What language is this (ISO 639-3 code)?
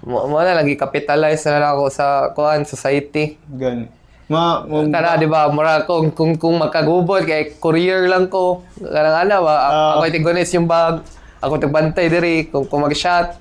ceb